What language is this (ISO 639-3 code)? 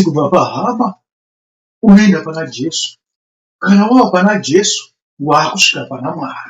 sna